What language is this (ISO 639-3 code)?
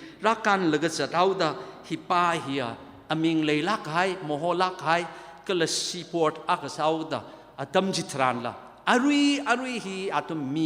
nmf